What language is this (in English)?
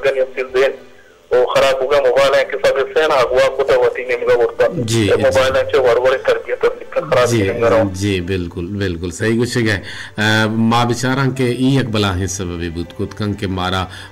Baluchi